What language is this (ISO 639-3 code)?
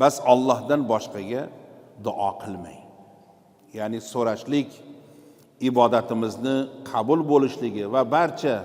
uzb